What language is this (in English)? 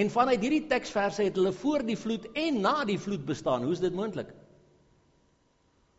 Afrikaans